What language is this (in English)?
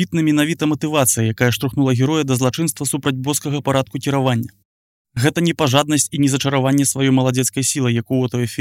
Belarusian